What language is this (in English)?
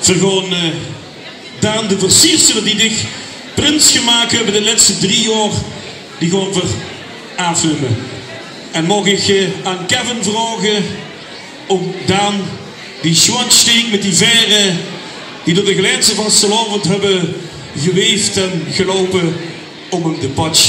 Limburgish